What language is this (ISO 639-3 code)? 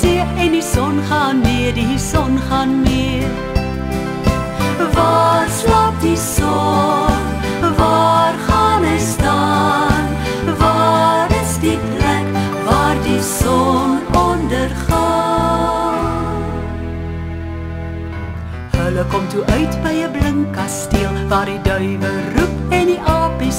afr